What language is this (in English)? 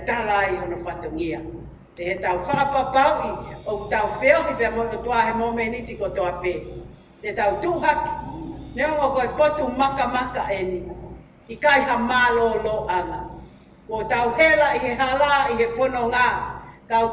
Tongan